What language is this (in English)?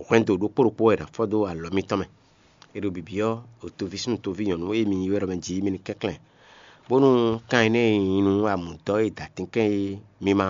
Fon